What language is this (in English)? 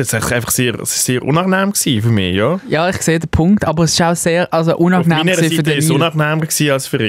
Swiss German